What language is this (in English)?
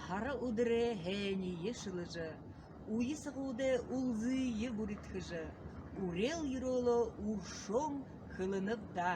Buriat